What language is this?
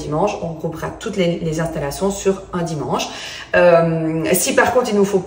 French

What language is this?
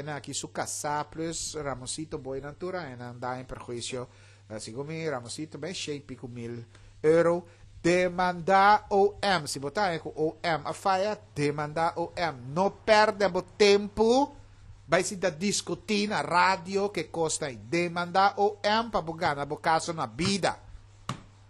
Papiamento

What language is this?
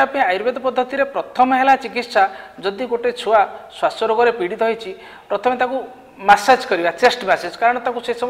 Odia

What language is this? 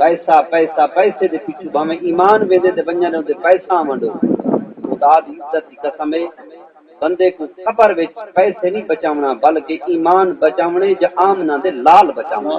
Saraiki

